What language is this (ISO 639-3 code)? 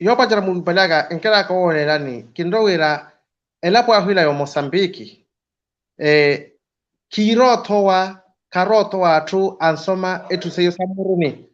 vmw